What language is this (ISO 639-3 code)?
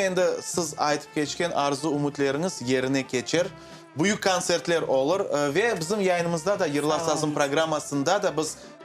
crh